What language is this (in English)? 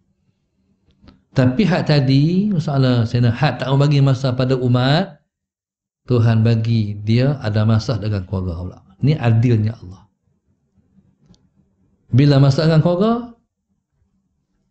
Malay